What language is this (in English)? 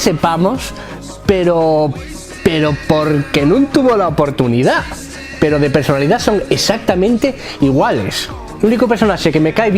Asturian